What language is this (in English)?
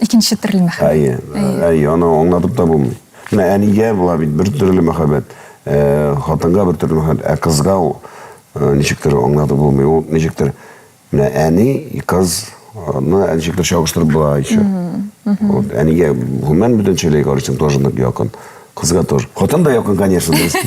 Tatar